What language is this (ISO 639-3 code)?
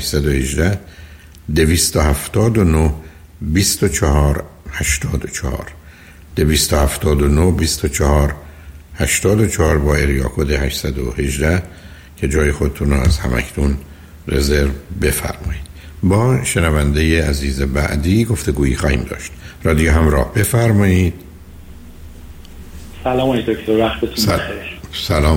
fas